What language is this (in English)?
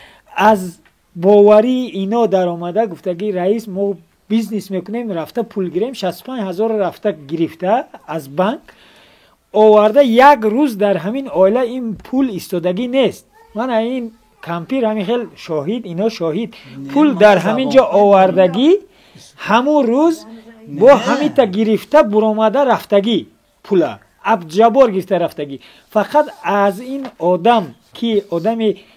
Tajik